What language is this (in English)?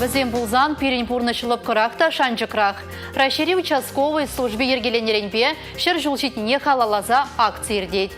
Chuvash